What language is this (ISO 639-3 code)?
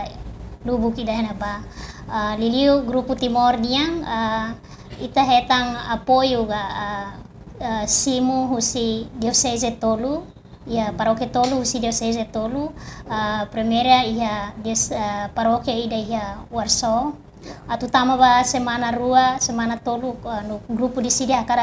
tet